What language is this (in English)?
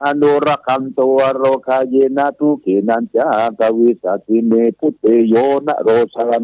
Pali